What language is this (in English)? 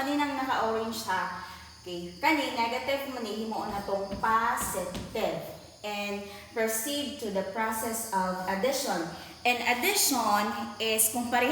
Cebuano